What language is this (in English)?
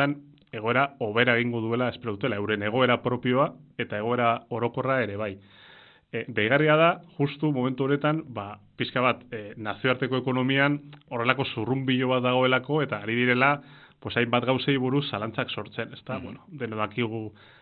Basque